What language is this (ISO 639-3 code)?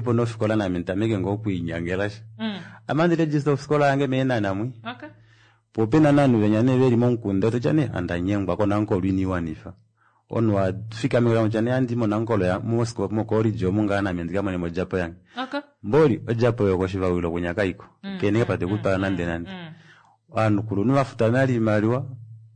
kua